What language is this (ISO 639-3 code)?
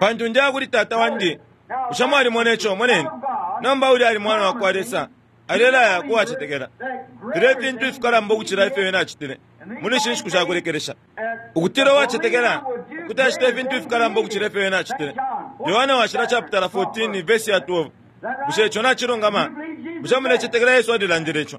bem